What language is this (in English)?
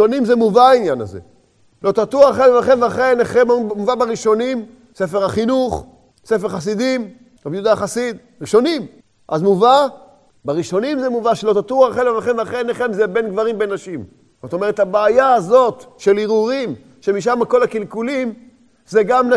Hebrew